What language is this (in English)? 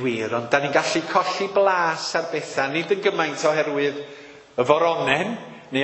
Welsh